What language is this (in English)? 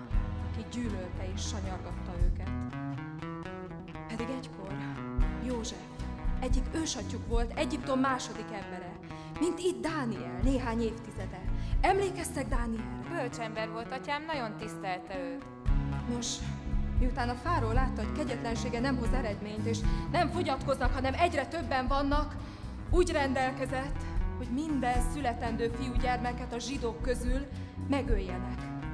Hungarian